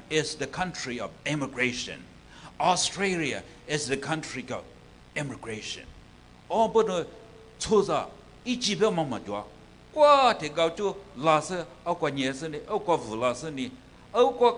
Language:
Lisu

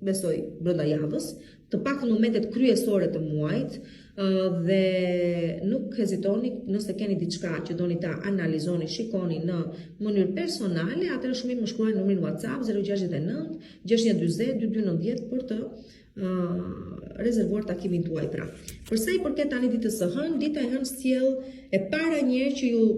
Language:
Albanian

